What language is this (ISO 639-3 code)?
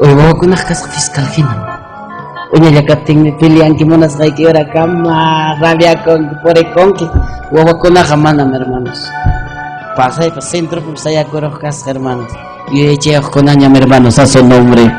quy